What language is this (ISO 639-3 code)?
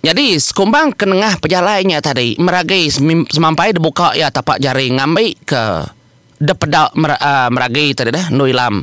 iba